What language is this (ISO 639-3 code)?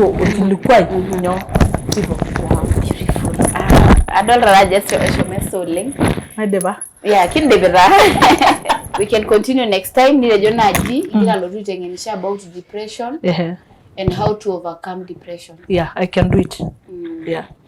mas